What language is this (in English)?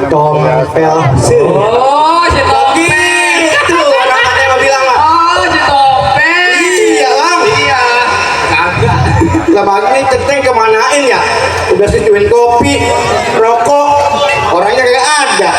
Betawi